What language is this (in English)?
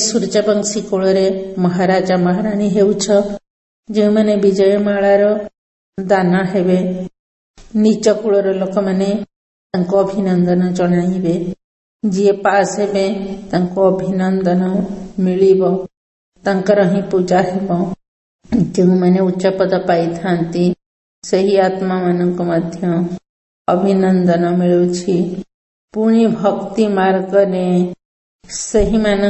Odia